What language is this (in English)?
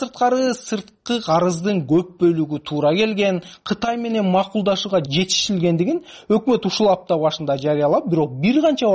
Kyrgyz